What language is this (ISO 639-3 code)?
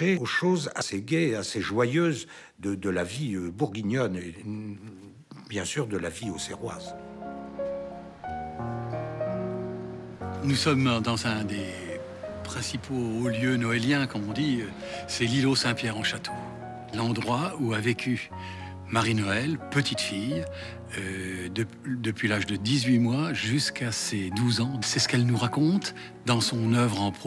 fra